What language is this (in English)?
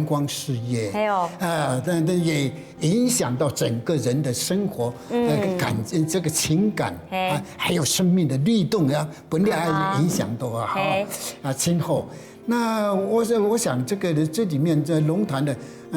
Hakka Chinese